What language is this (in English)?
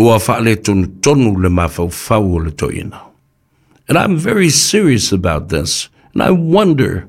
Samoan